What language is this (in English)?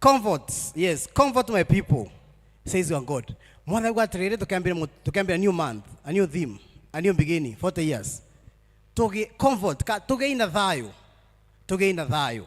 Kikuyu